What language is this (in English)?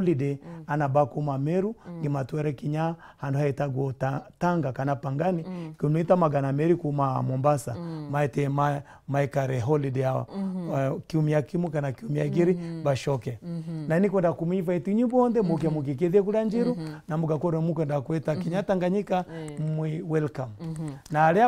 Meru